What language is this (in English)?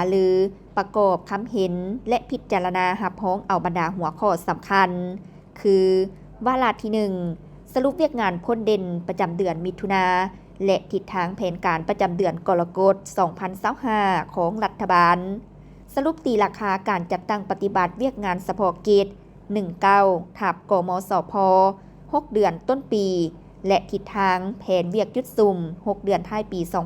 Lao